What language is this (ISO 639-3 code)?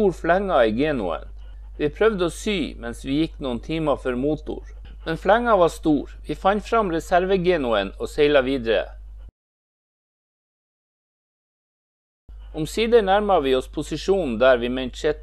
nor